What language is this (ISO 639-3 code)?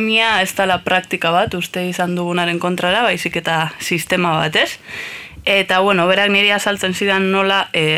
eus